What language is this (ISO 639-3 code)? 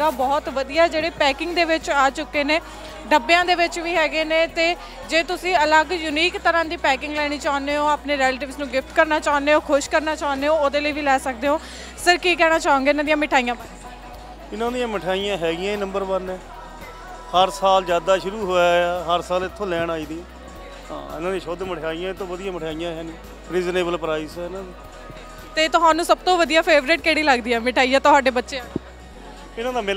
pan